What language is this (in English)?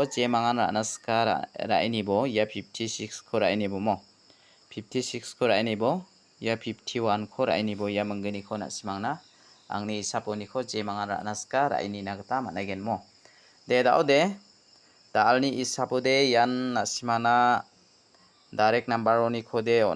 Garo